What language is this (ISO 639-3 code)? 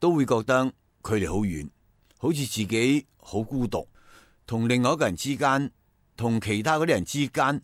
yue